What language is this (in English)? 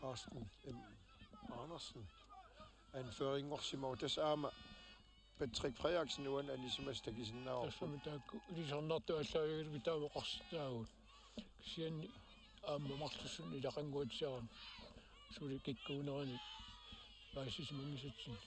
Kalaallisut